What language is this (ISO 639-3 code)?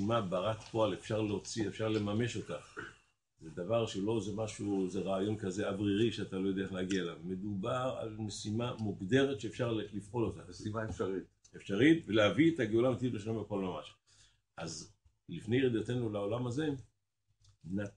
heb